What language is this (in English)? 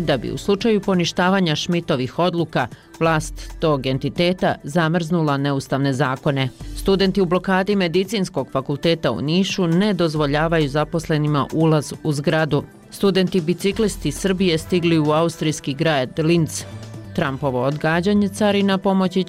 Bosnian